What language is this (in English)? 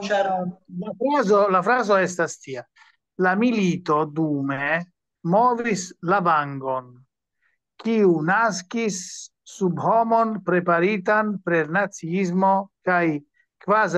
Esperanto